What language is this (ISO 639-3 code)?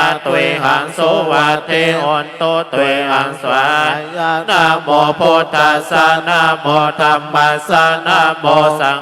pli